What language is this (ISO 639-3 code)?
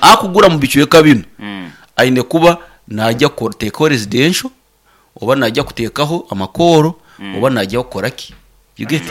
nyn